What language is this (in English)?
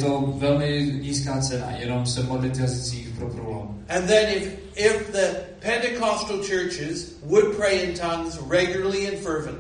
Czech